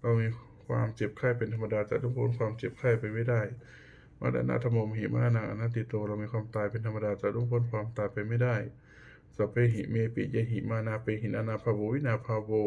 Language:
Pali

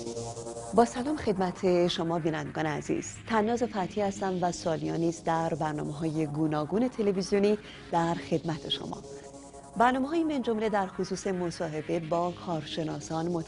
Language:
Persian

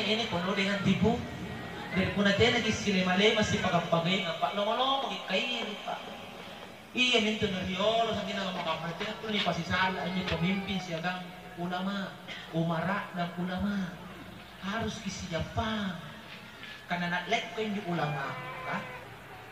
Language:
Makasar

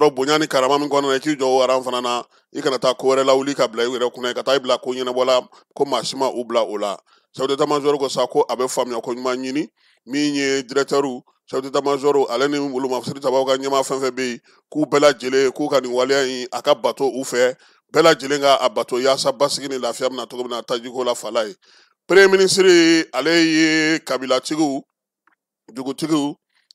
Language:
Bambara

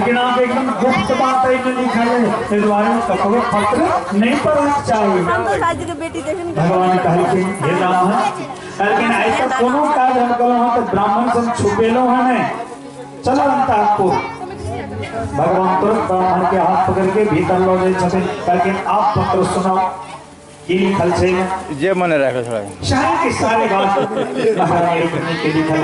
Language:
Maithili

